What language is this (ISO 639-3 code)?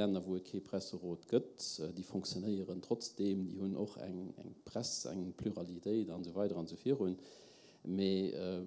ltz